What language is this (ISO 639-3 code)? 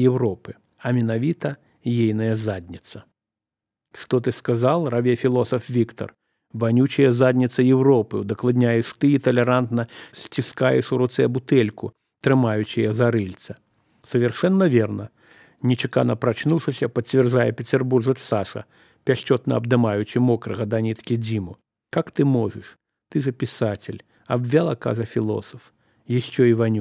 bel